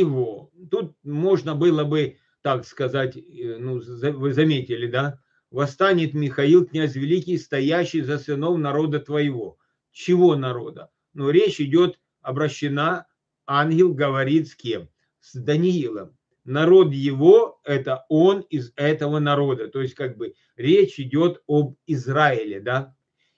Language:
Russian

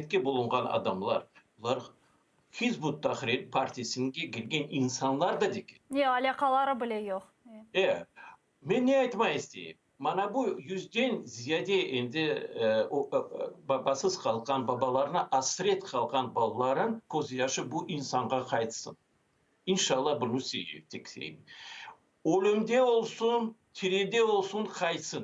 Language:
Crimean Tatar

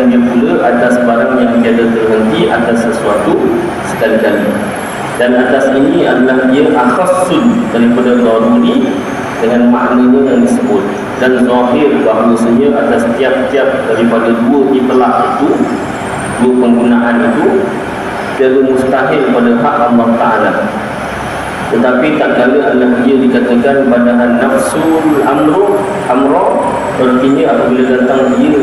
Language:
Malay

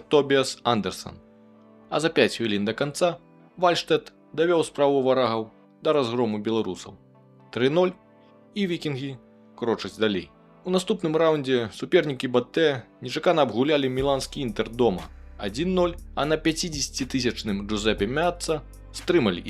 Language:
Belarusian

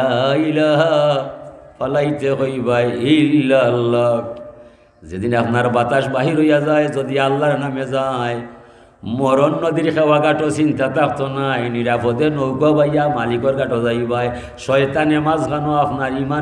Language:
Sylheti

